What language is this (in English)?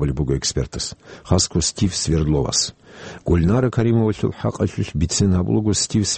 Avaric